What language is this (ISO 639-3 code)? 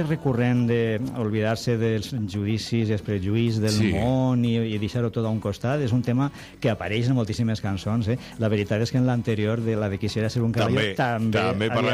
cat